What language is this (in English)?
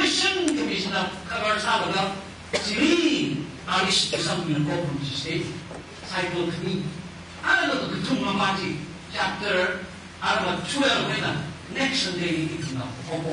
Tangkhul Naga (India)